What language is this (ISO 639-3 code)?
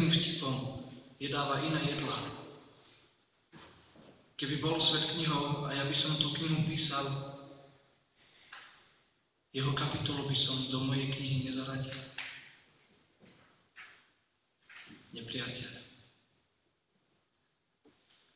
slk